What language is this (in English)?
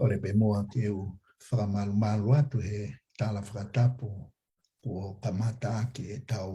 Tongan